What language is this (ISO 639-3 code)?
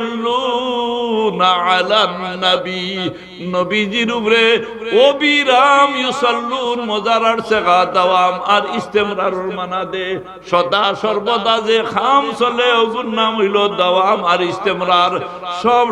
syl